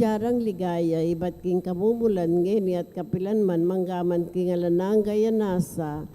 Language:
Pampanga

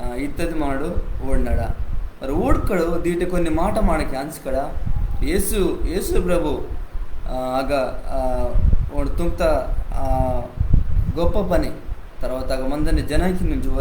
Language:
Koya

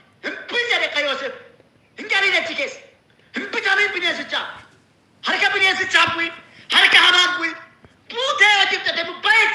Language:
Oromo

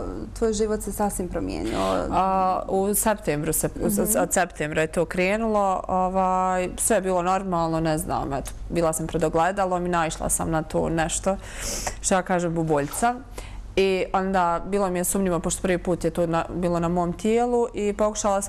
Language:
Bosnian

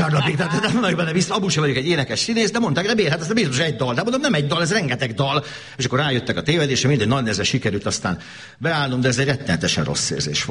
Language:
Hungarian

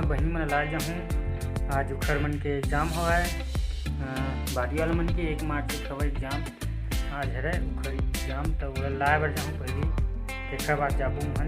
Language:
Chhattisgarhi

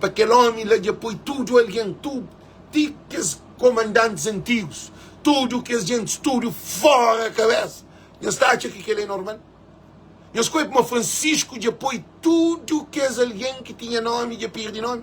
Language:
Kabuverdianu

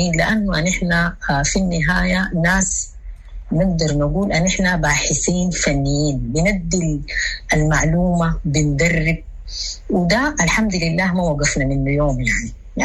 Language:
Sudanese Arabic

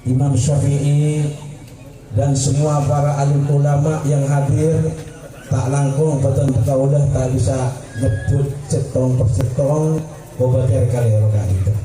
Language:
Madurese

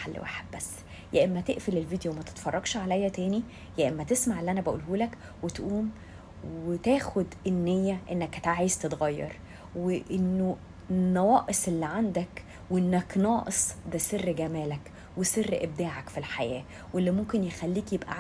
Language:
Egyptian Arabic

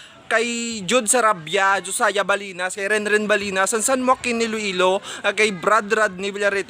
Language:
Hiligaynon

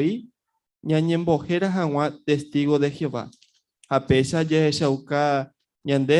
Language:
Guarani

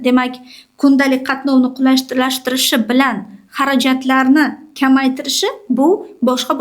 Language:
Uzbek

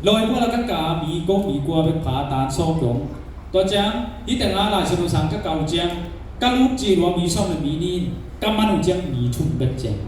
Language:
Tedim Chin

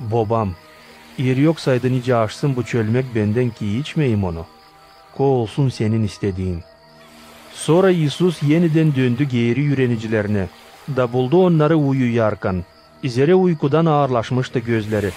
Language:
Gagauz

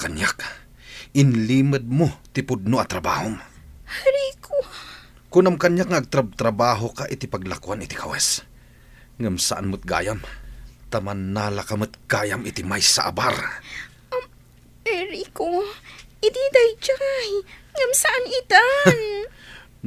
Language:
Iloko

